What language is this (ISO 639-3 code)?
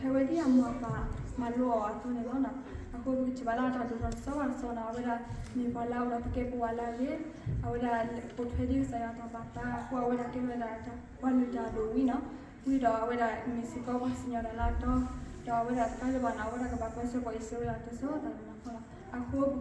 ksw